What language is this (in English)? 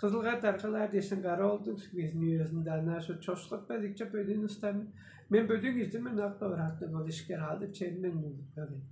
Tuvinian